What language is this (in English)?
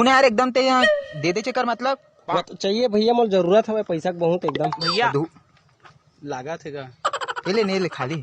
Chhattisgarhi